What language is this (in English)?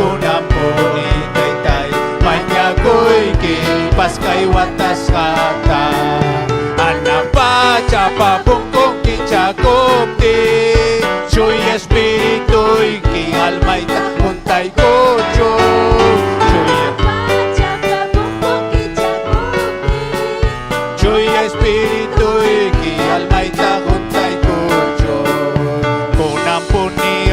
Ayacucho Quechua